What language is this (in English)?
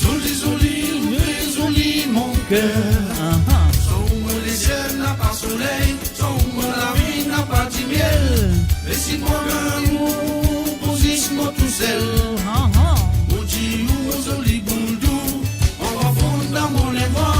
Morisyen